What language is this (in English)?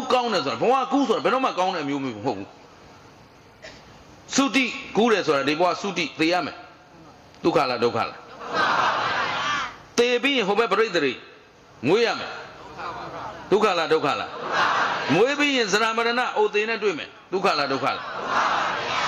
Burmese